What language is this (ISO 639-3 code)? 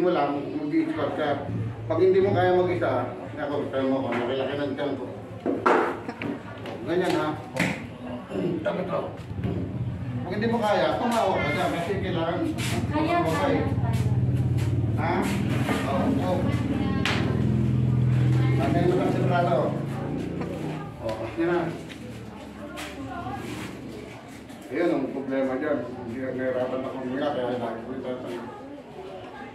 fil